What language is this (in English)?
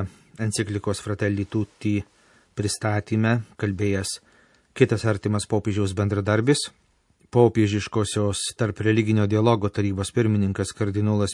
Lithuanian